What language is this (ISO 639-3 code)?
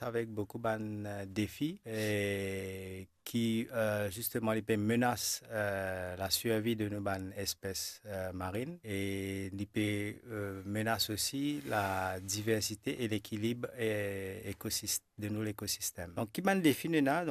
mfe